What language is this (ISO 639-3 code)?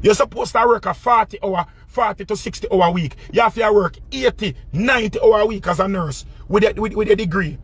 jam